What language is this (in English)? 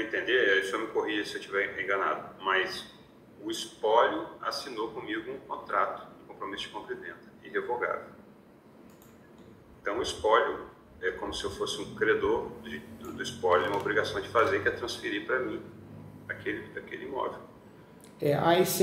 Portuguese